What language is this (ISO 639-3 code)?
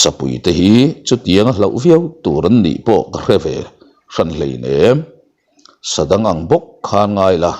lus